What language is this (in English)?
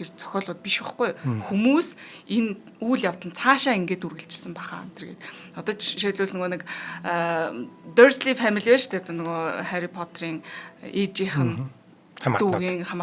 Mongolian